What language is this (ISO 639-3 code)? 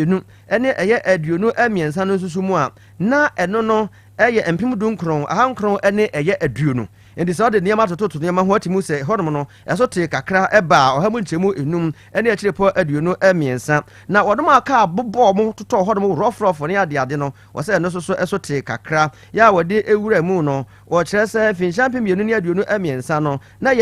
aka